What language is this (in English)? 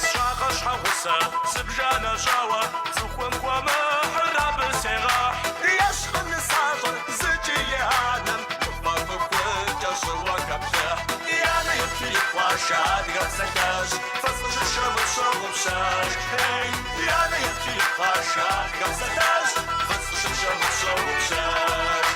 Kabardian